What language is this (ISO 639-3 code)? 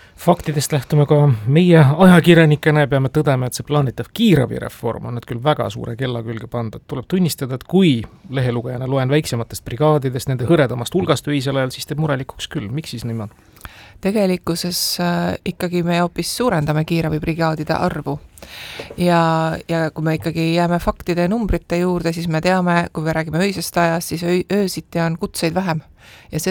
est